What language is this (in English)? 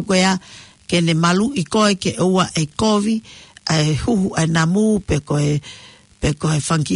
Tongan